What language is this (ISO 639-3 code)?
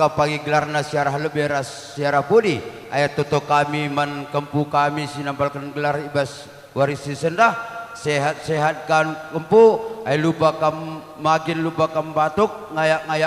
btx